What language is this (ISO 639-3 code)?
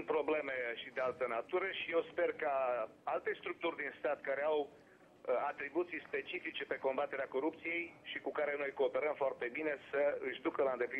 ron